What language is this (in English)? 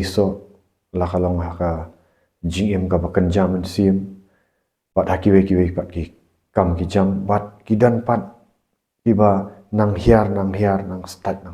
Khasi